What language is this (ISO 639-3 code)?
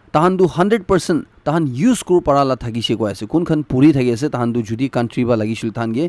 nag